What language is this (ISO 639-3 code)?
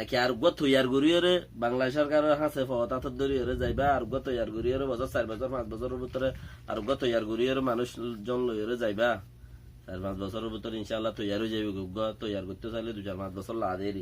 rhg